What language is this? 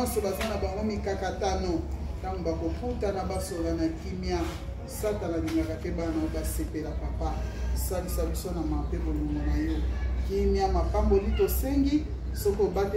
Lingala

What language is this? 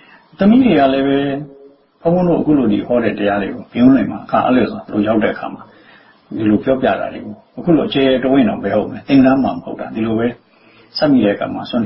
Burmese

